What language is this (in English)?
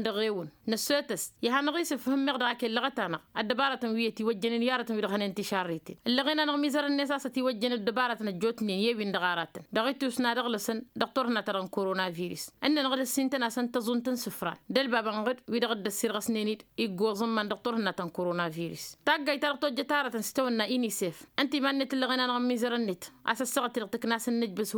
Tamasheq